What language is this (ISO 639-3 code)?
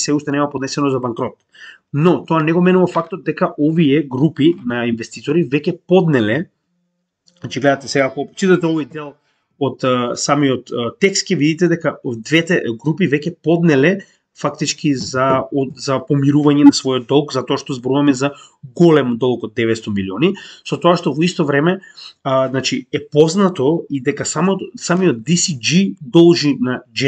mkd